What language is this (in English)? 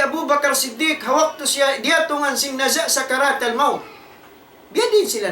Tausug